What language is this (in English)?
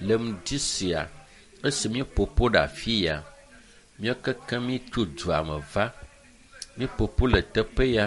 Ewe